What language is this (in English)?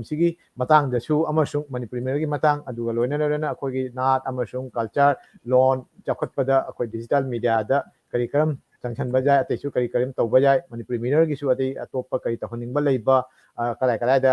Manipuri